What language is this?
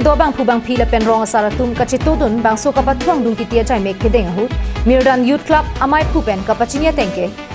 Karbi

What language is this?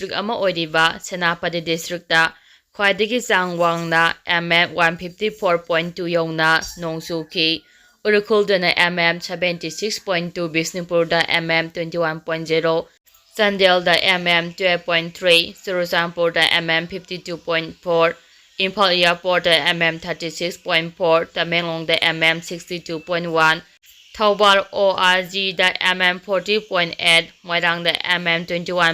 Manipuri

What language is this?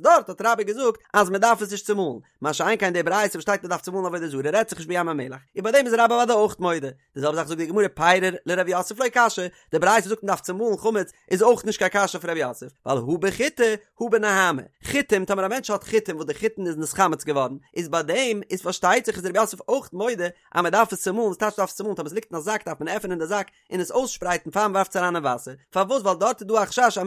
Yiddish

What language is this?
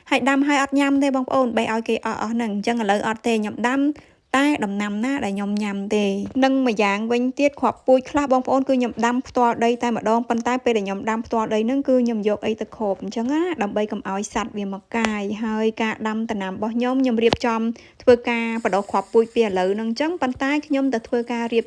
Khmer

